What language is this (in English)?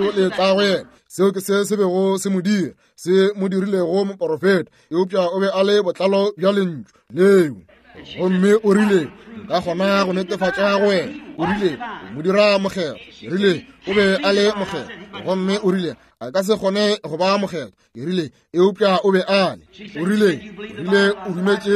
Northern Sotho